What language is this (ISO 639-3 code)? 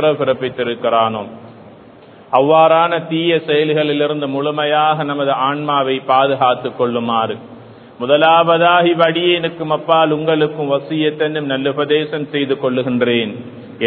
tam